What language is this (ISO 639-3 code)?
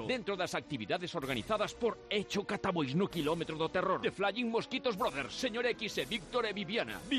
glg